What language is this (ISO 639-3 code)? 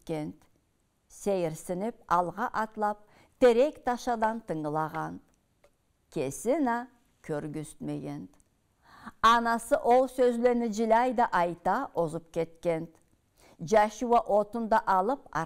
krc